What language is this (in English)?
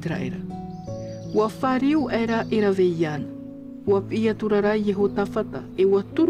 Tahitian